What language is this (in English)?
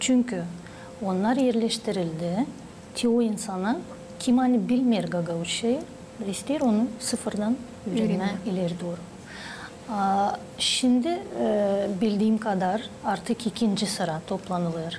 Gagauz